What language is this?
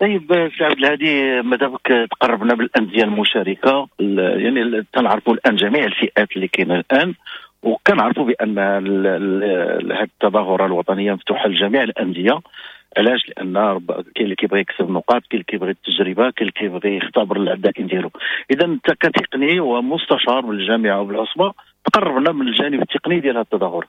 Moroccan Arabic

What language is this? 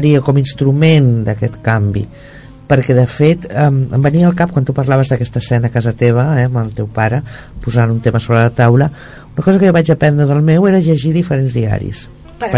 Catalan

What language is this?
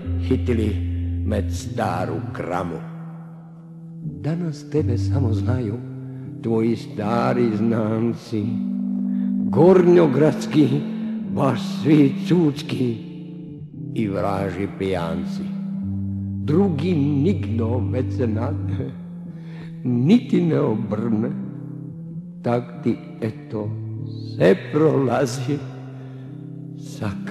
Croatian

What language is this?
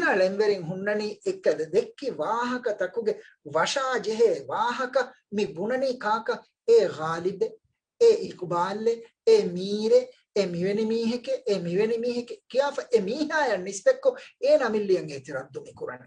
Divehi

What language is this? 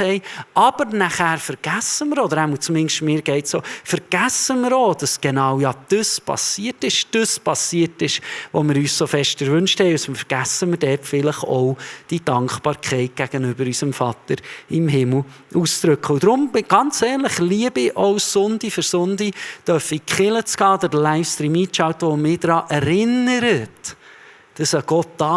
Swiss German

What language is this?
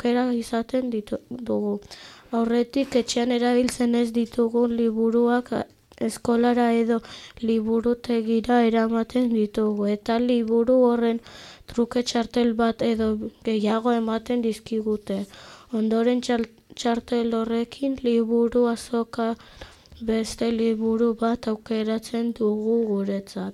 Basque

